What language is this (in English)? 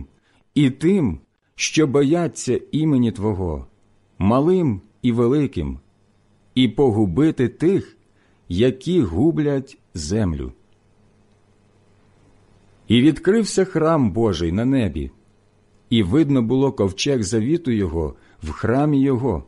Ukrainian